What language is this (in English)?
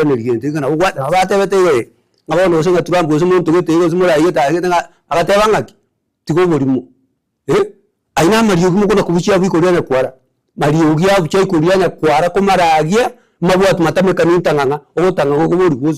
Gusii